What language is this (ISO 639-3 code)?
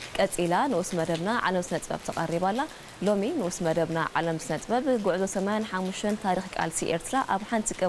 tir